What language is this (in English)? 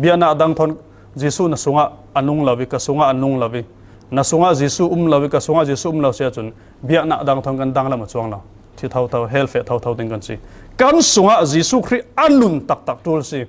Falam Chin